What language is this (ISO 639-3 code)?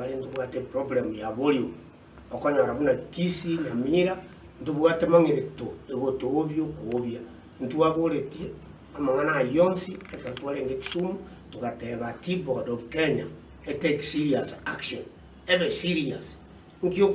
guz